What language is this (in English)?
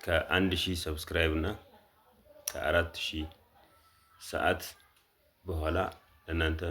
Amharic